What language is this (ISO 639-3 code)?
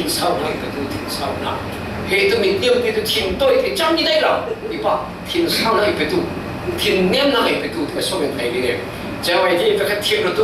cfm